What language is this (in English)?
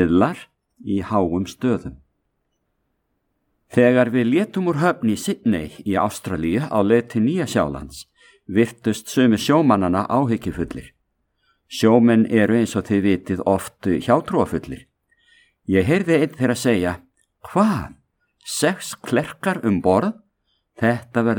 Icelandic